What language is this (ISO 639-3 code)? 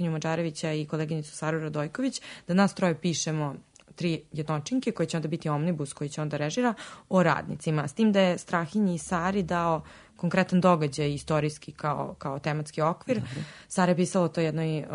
srp